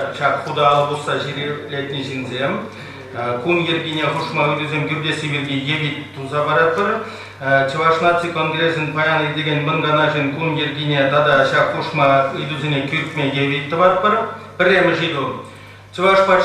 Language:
Chuvash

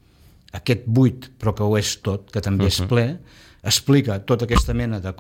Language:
Catalan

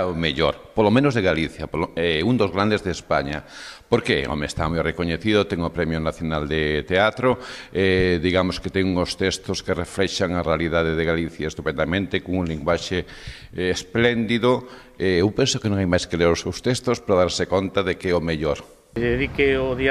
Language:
Galician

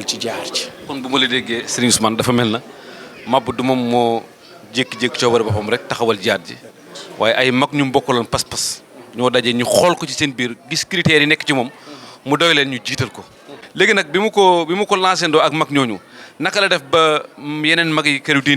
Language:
Wolof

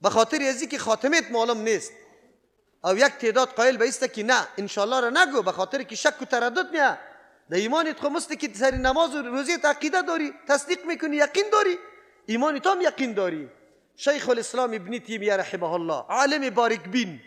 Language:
Persian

